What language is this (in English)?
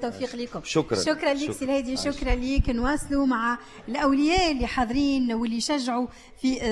Tunisian Arabic